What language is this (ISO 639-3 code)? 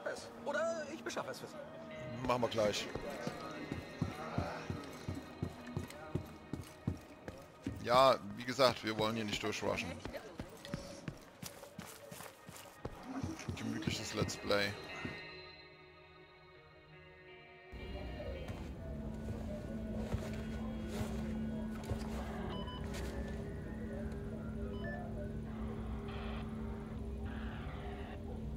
deu